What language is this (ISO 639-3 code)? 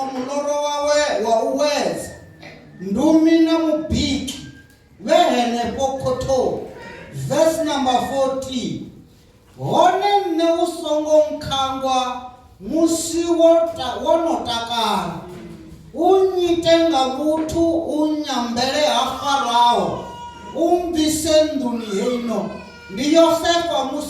ven